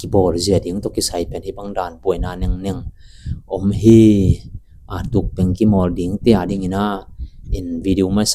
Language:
Tedim Chin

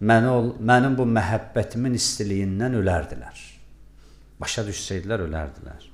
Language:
Azerbaijani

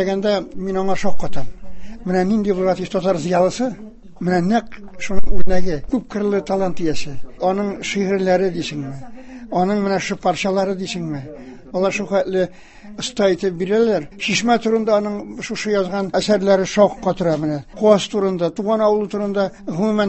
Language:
Tatar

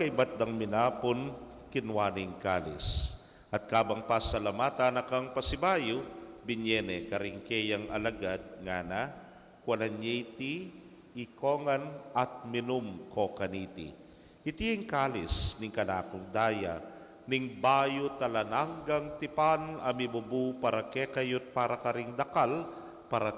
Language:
Pampanga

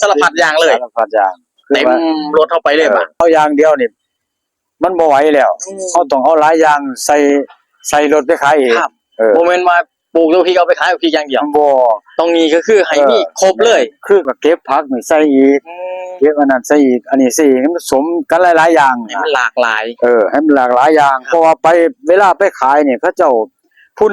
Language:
Northeastern Thai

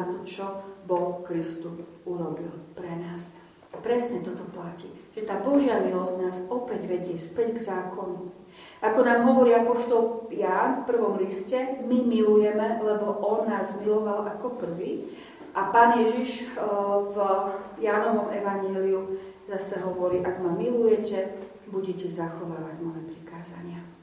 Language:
Slovak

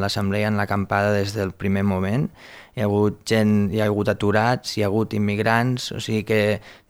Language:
Catalan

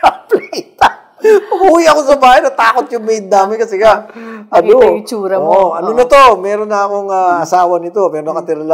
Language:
Filipino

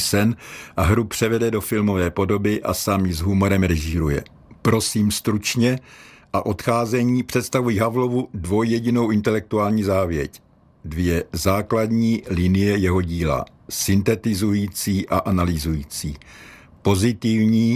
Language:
Czech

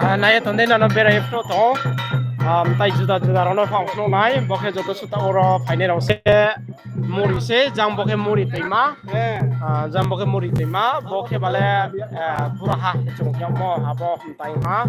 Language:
Riang (India)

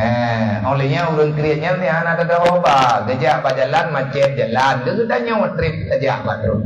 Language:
Achinese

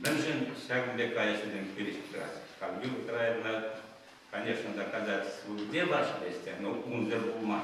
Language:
Chuvash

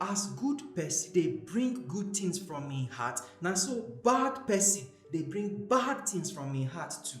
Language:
Nigerian Pidgin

